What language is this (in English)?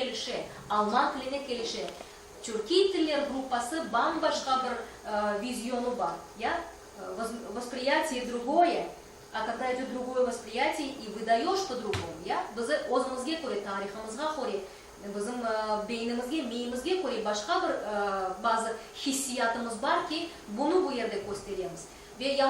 Crimean Tatar